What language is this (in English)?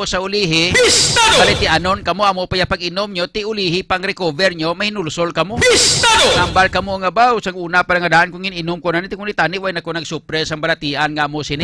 Hiligaynon